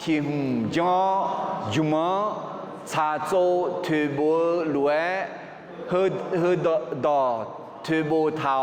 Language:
Akha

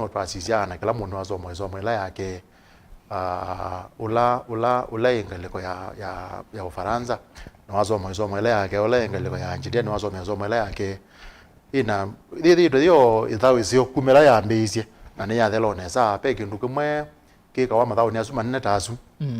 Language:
Kamba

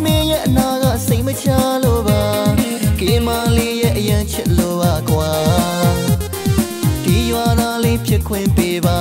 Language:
Burmese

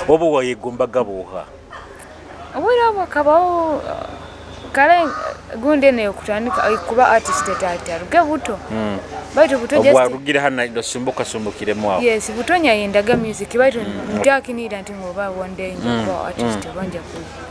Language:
Nyoro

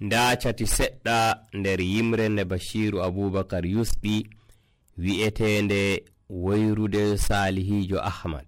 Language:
Nigerian Fulfulde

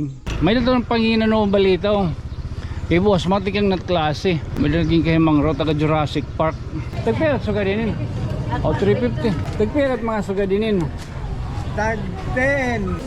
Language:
Waray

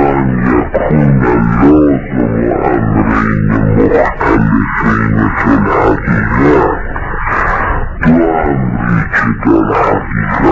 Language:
Persian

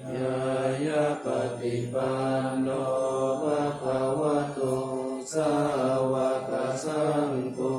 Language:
Pali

